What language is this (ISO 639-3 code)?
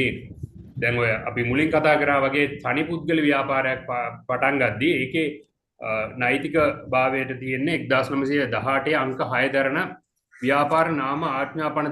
sin